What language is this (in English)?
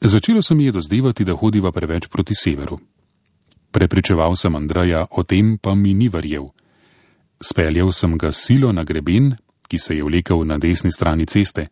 Slovenian